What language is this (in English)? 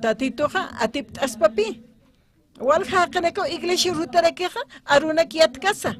Aymara